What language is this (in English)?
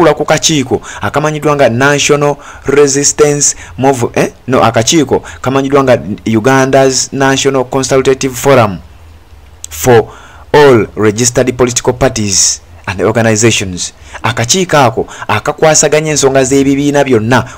Ganda